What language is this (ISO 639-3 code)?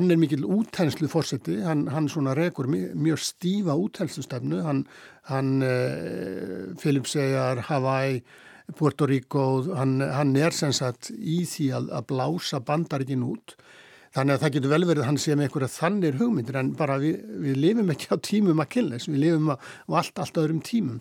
isl